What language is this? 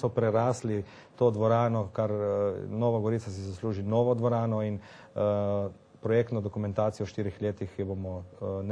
Slovenian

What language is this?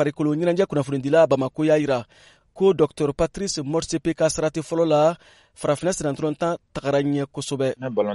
Bambara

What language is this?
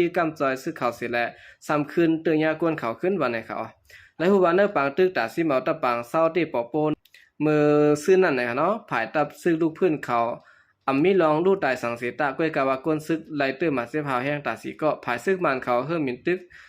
Shan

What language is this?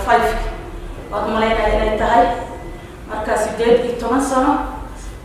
Somali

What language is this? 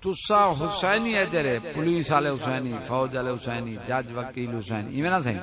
Saraiki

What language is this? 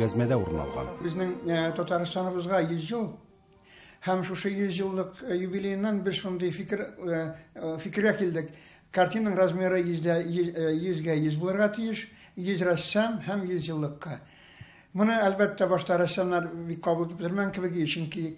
Tatar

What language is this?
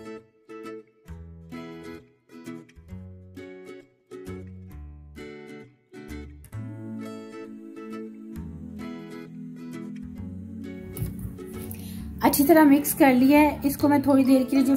Hindi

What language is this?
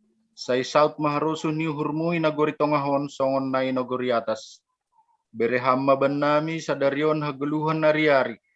Batak Simalungun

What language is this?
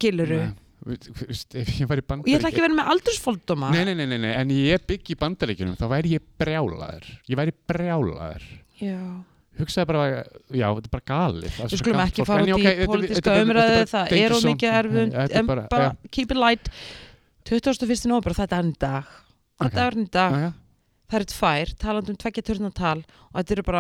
Icelandic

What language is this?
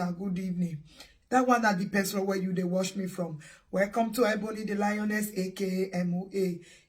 Nigerian Pidgin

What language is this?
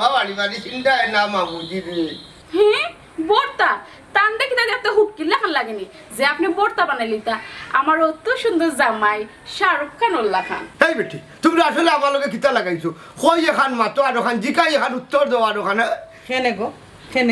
Sylheti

